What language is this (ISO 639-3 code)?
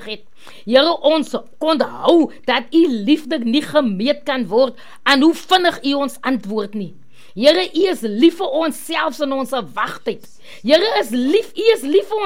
afr